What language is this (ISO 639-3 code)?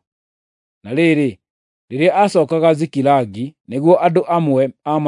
kik